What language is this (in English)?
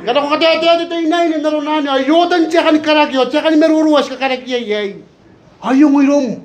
Gilbertese